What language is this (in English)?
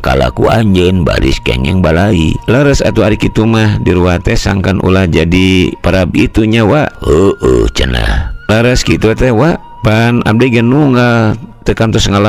Sundanese